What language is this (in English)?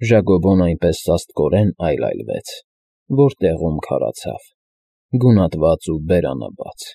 Armenian